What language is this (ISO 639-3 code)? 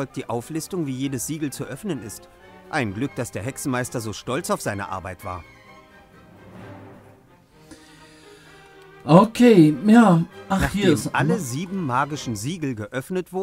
deu